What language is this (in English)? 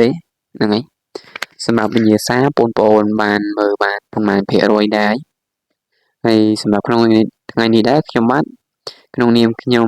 Khmer